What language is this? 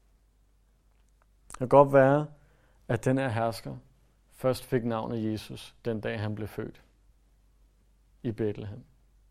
Danish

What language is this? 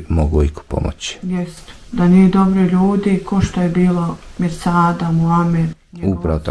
Bosnian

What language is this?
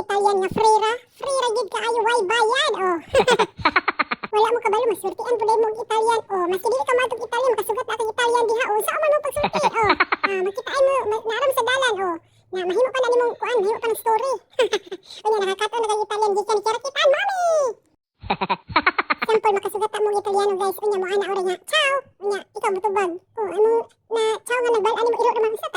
Cebuano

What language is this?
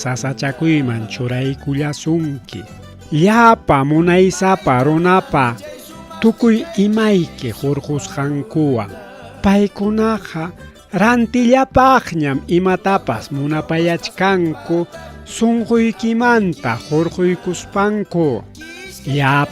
Ayacucho Quechua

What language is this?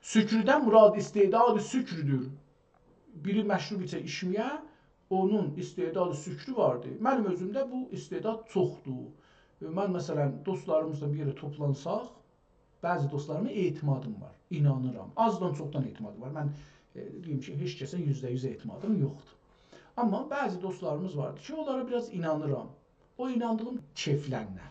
South Azerbaijani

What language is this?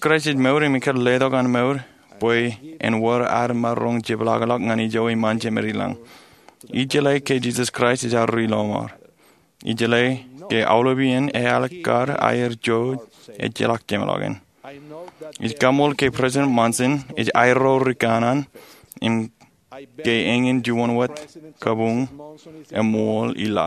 Marshallese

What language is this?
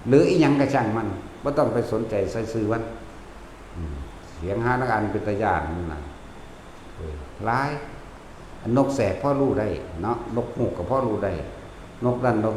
Northeastern Thai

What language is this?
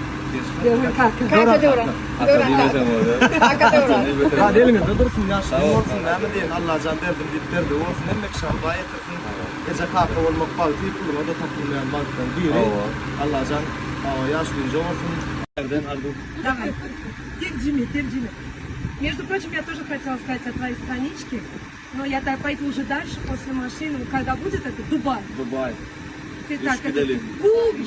Turkmen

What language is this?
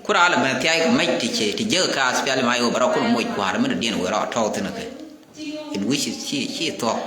Nuer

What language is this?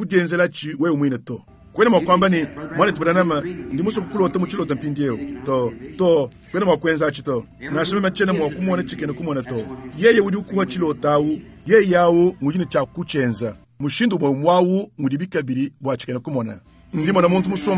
Luba-Lulua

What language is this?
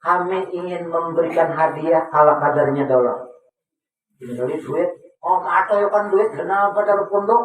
Banjar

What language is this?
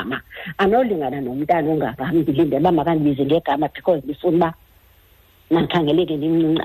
Xhosa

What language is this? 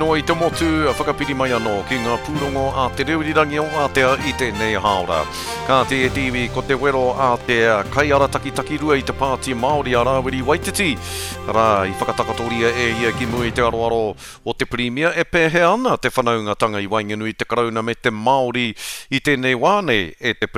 Māori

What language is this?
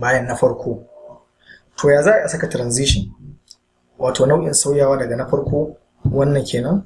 Hausa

